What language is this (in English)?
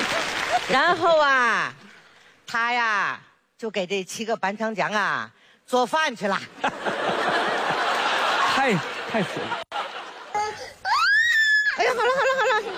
Chinese